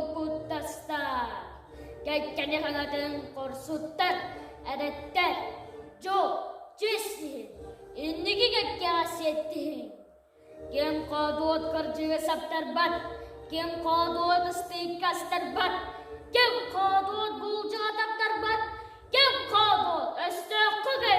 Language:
Yakut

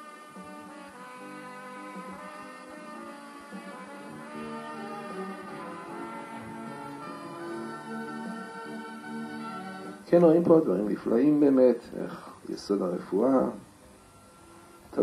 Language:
Hebrew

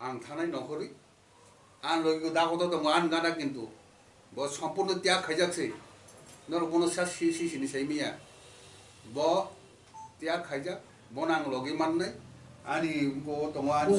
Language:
Kok Borok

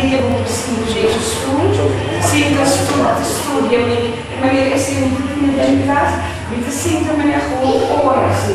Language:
Papiamento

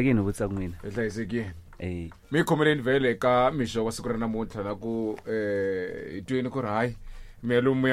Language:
Tsonga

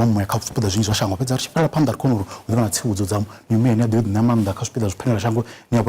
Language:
Venda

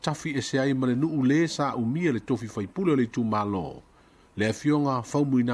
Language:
Samoan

